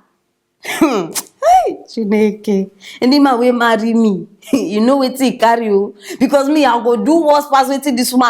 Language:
Nigerian Pidgin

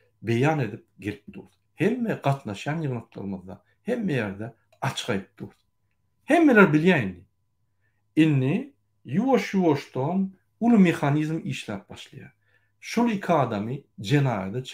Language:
Turkmen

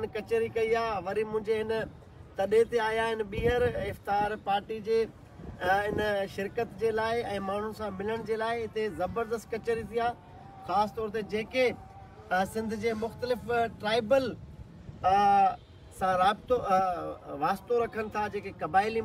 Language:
Sindhi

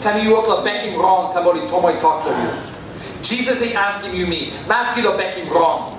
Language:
Tok Pisin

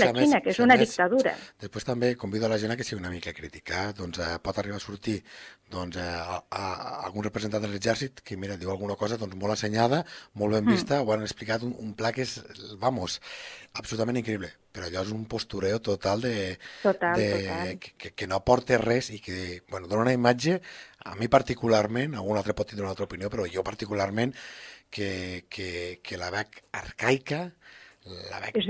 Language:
Catalan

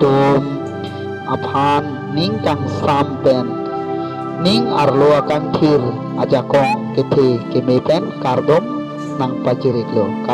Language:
Karbi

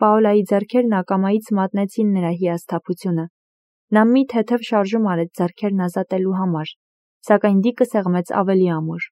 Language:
Armenian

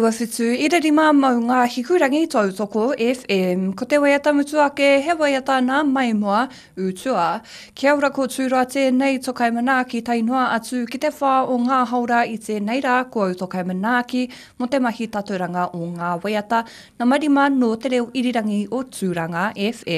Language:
Māori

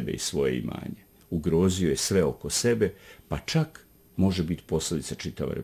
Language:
Bosnian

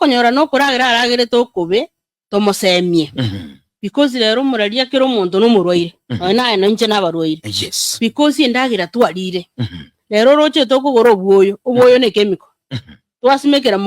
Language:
Gusii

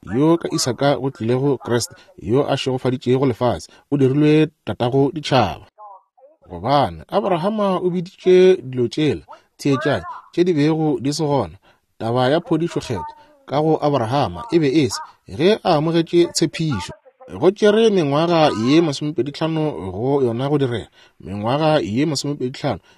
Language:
Northern Sotho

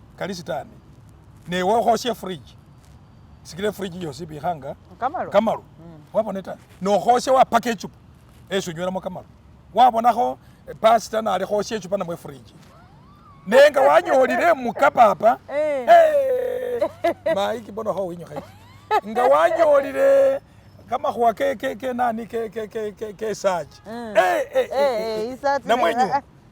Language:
Masaaba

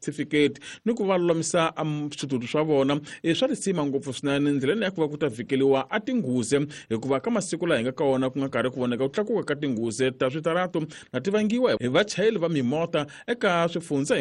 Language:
Tsonga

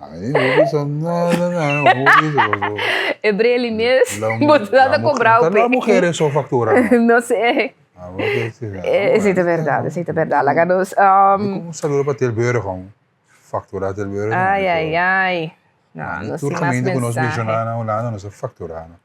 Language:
Papiamento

